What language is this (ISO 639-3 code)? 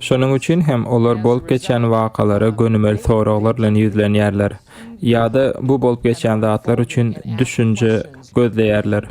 tuk